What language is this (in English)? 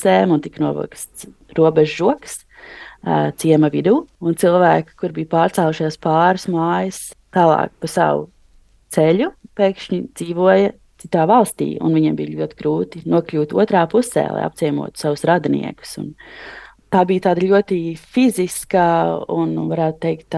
Latvian